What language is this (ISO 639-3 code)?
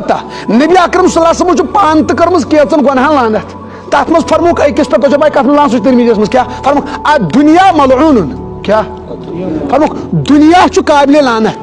kas